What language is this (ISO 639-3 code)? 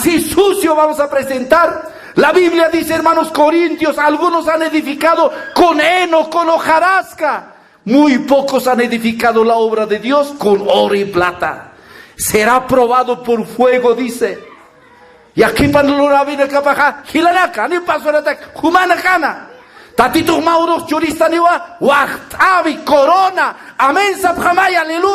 aym